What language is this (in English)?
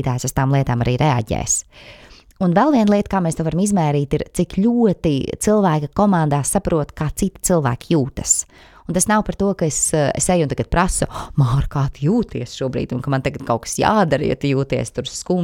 Latvian